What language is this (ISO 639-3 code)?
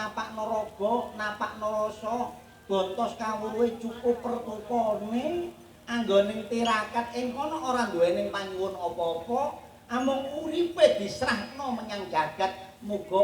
jav